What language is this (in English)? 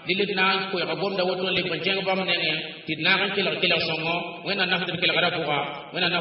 Mossi